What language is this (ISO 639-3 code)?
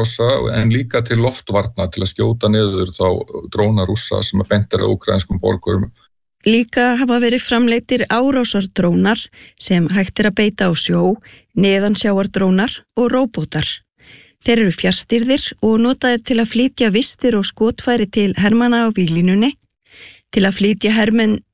isl